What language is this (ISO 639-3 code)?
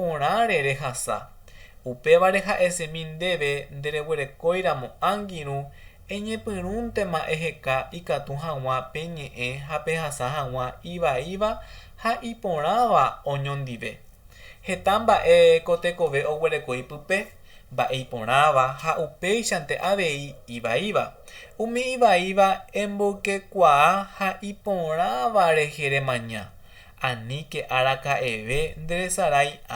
grn